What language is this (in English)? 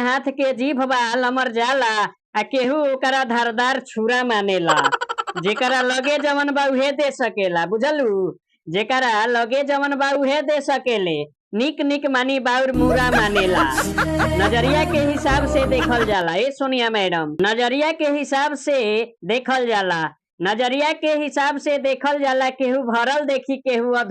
Bhojpuri